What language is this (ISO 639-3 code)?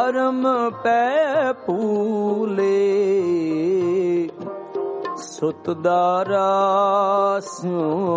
pan